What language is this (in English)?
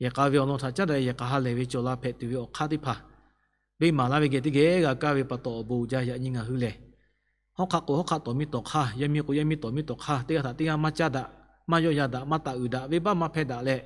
Lahu